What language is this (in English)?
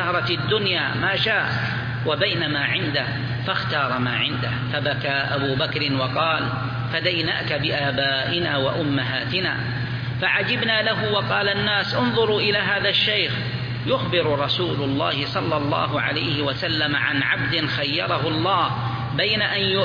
Arabic